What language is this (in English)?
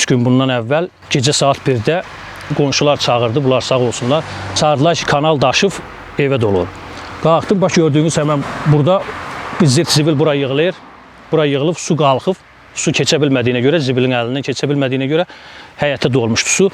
Azerbaijani